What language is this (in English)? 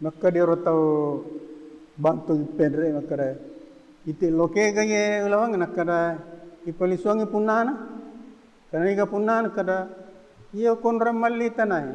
Buginese